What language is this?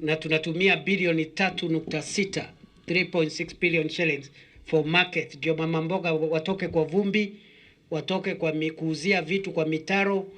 Meru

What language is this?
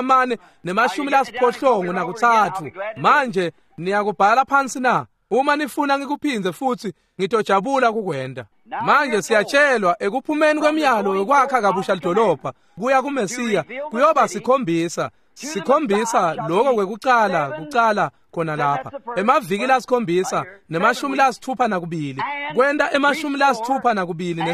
Swati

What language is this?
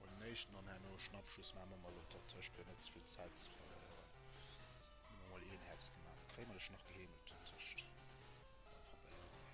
Luxembourgish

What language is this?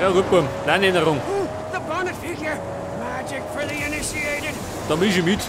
Bavarian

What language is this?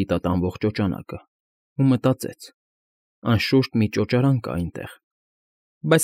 Armenian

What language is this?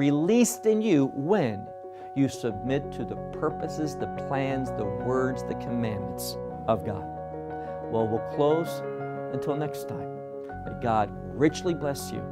English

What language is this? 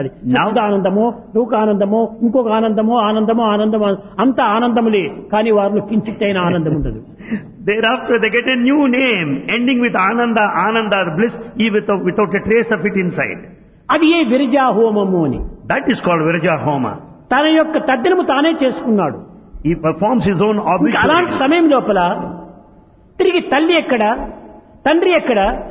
Telugu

